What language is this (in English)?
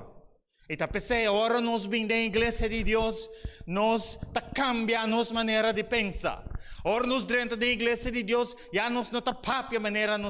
Papiamento